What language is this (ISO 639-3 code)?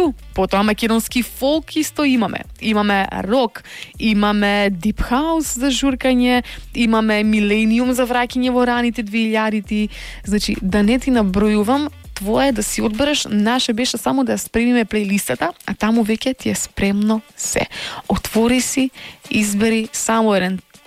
mkd